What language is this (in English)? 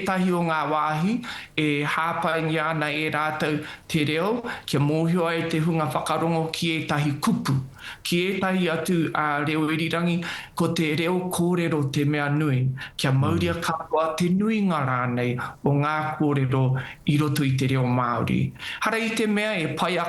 Māori